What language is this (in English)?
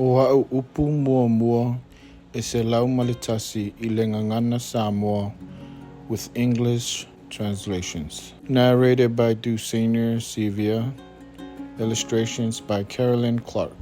Samoan